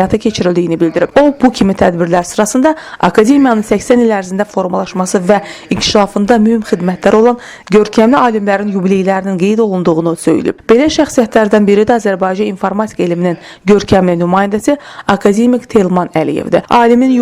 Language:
Azerbaijani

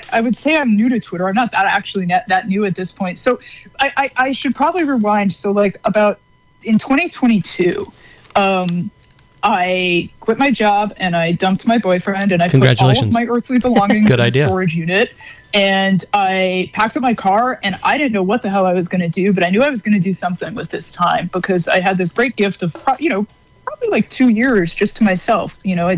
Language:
English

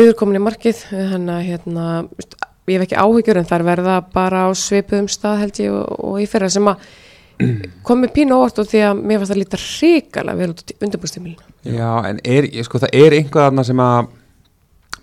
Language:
Icelandic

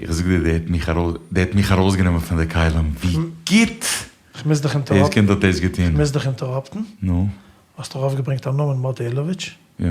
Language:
Yiddish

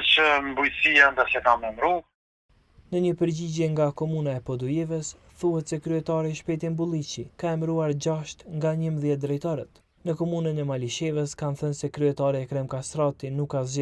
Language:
Albanian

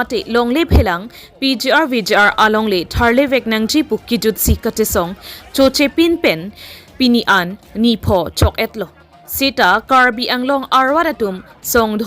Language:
Karbi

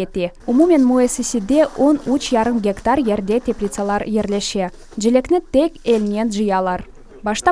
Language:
Crimean Tatar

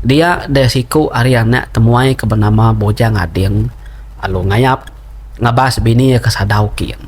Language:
Iban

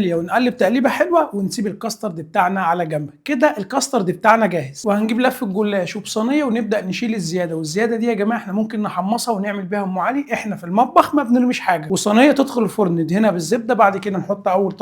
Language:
Egyptian Arabic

